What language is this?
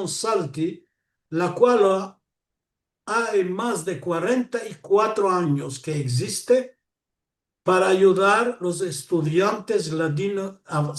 Ladino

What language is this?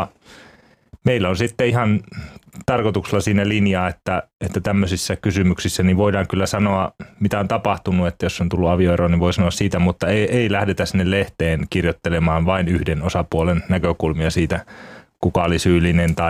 Finnish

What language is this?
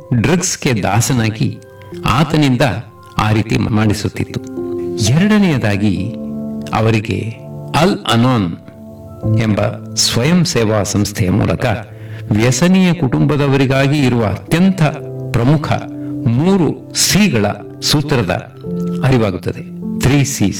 Kannada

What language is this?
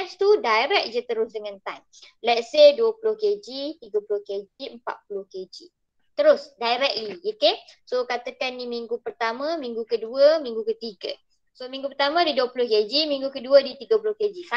Malay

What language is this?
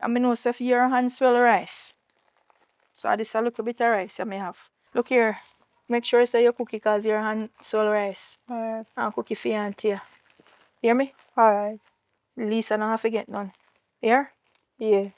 Jamaican Creole English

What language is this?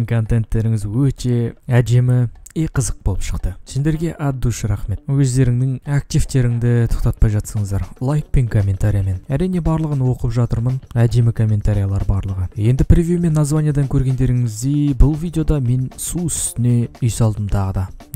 Kazakh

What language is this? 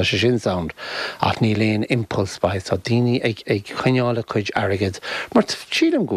Irish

